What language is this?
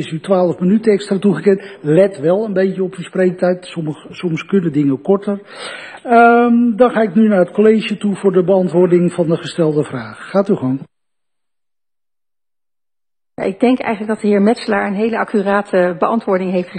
Dutch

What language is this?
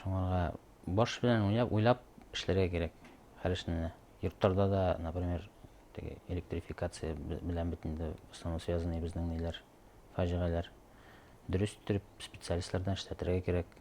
Bashkir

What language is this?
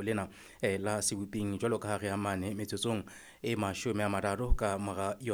Southern Sotho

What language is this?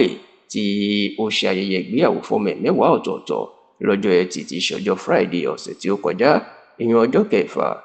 Yoruba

